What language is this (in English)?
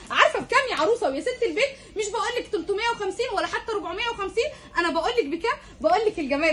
Egyptian Arabic